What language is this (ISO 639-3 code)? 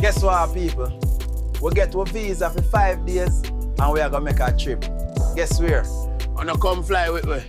jam